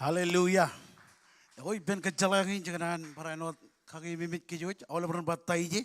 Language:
Marshallese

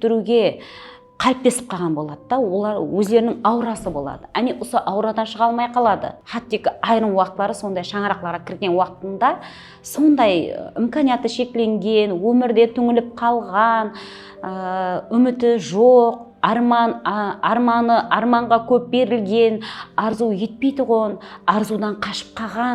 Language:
Kara-Kalpak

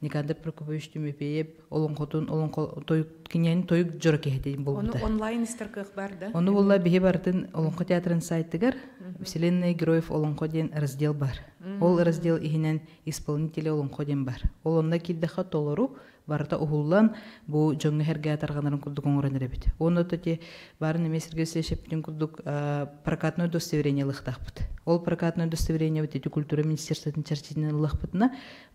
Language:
Yakut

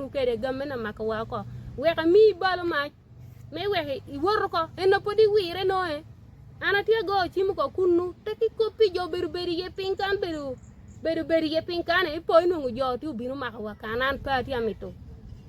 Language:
Acoli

